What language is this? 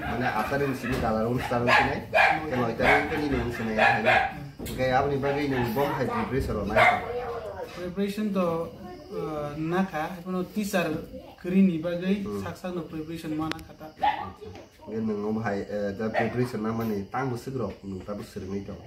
Kok Borok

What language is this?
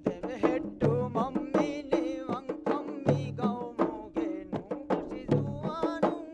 Divehi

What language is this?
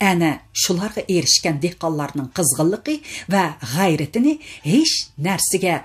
Uyghur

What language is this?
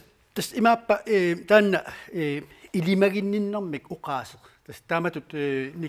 Kalaallisut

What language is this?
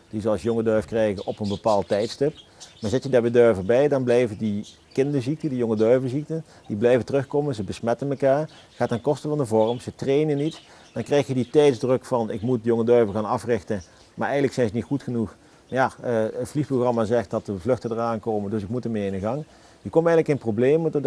Dutch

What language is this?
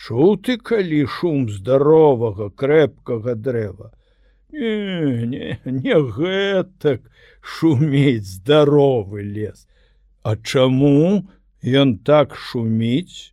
Belarusian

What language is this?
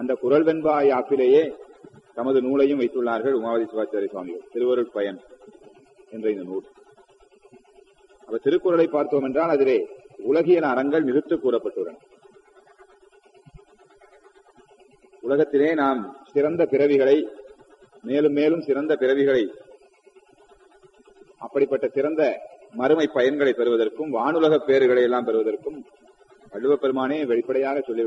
Tamil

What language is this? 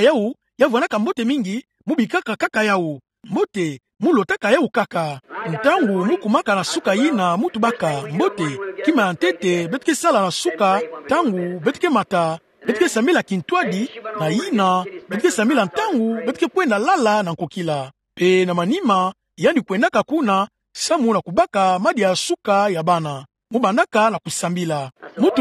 Kituba (Democratic Republic of Congo)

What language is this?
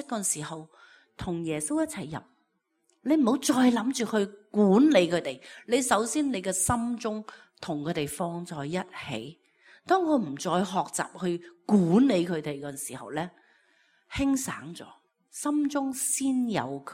Cantonese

